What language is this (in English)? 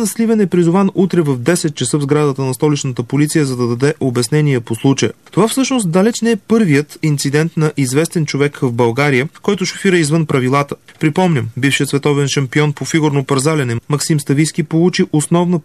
Bulgarian